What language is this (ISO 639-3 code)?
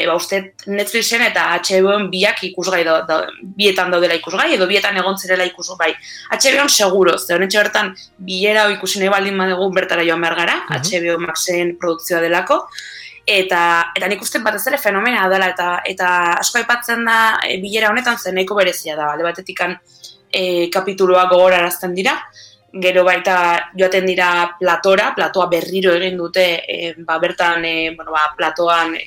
eus